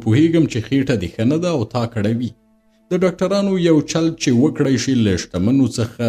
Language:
Pashto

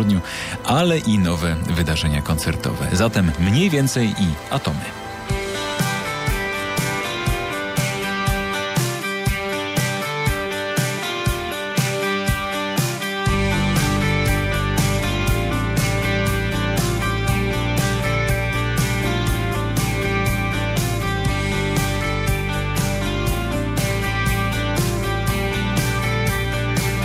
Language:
Polish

